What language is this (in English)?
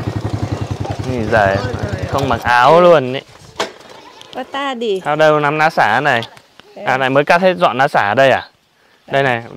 Vietnamese